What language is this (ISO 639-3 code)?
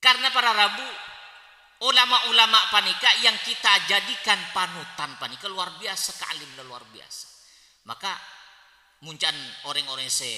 mad